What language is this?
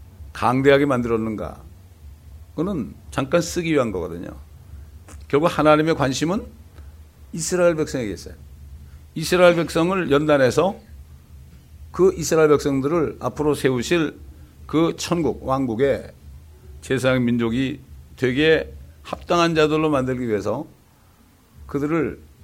Korean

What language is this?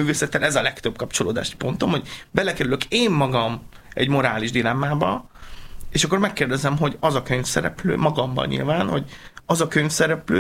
Hungarian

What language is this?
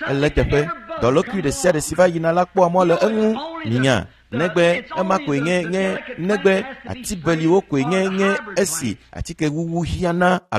Ewe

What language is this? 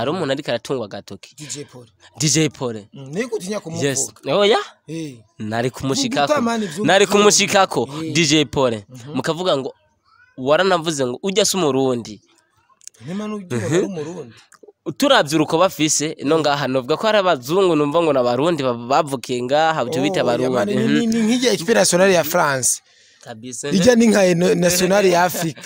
Rundi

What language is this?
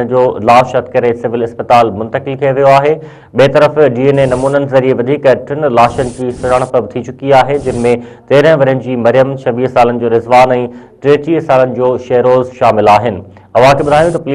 Sindhi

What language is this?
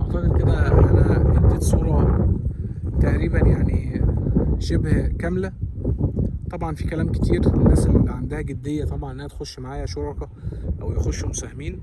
Egyptian Arabic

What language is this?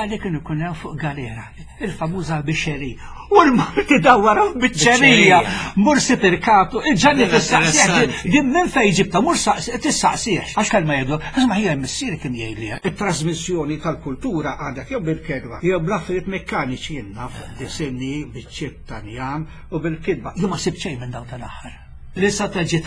Maltese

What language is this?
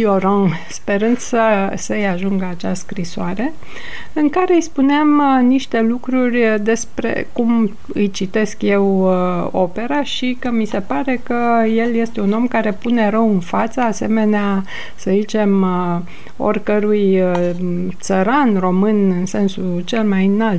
Romanian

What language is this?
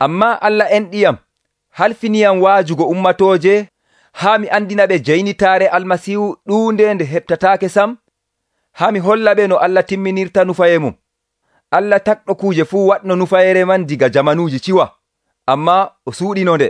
Nigerian Fulfulde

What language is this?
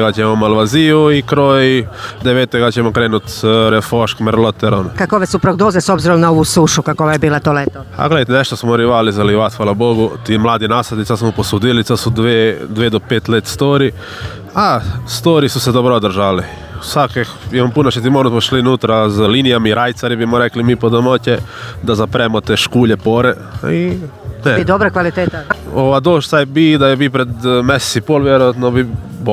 Croatian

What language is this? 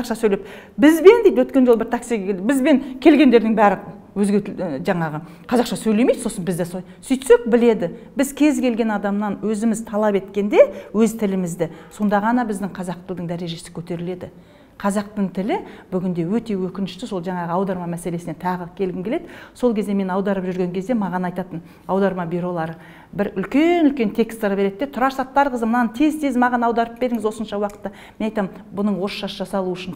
Kazakh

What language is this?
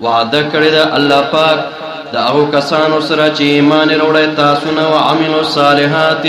Pashto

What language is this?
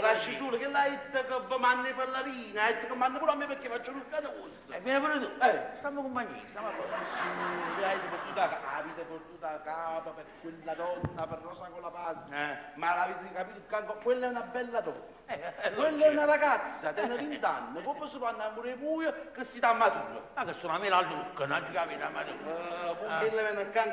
Neapolitan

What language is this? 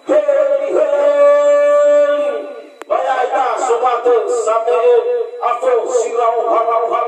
Nias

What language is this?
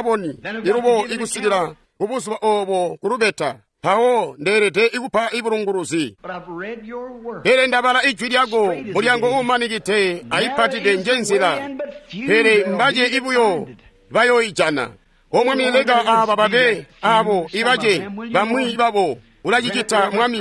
Tonga (Zambia)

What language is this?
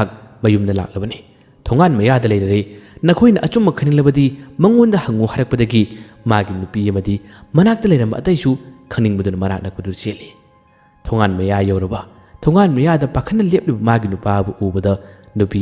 Manipuri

